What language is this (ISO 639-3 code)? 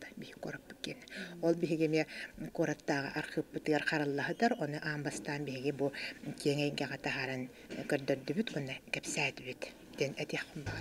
sah